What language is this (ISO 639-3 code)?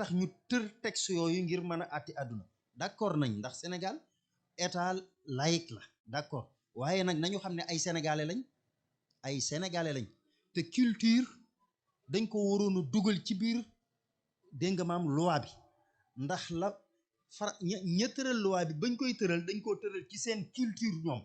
wol